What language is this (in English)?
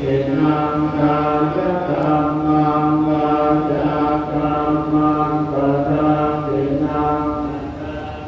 Pali